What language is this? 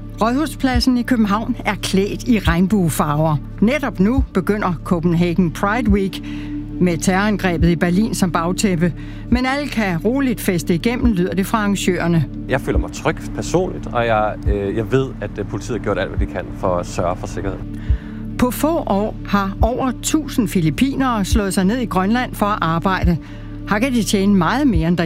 Danish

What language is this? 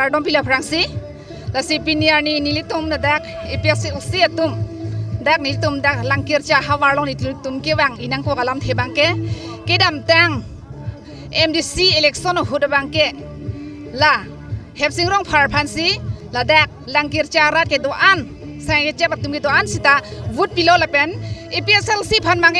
Karbi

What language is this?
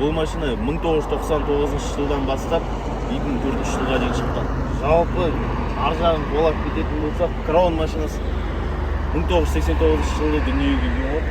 Kazakh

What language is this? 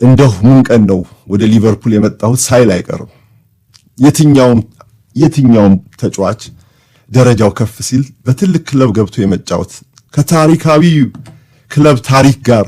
Amharic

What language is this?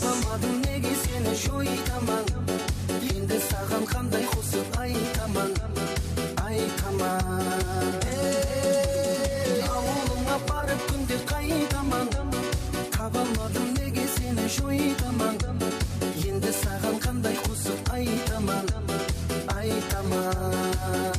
Kara-Kalpak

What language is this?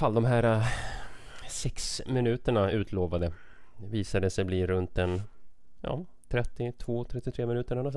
Swedish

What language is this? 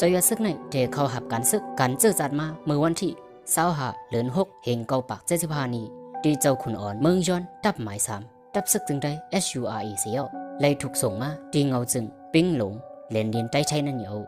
Shan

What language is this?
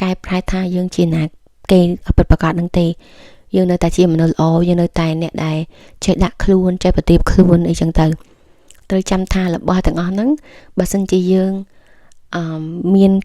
Khmer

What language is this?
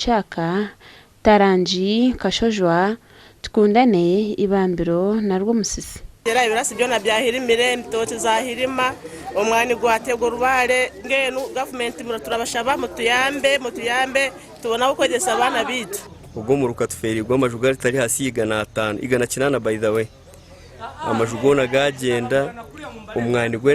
Nyankole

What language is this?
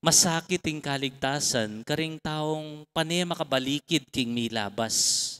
Pampanga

